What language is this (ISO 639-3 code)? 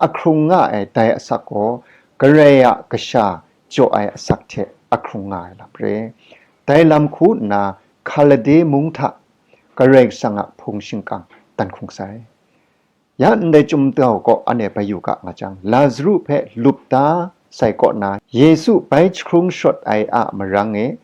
kac